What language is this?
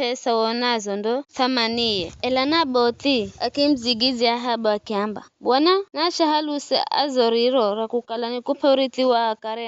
Giryama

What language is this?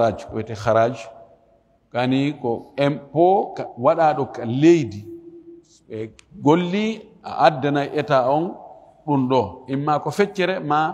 Fula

